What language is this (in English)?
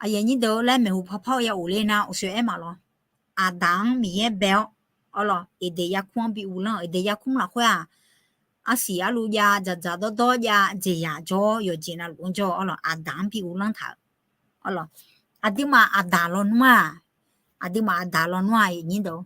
Akha